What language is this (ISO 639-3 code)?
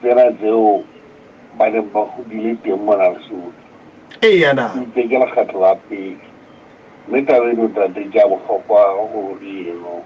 sot